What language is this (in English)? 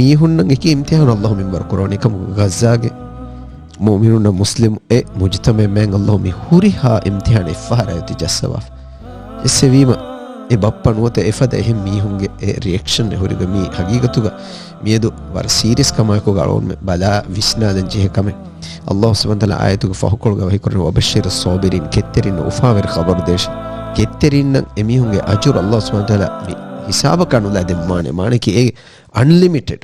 Divehi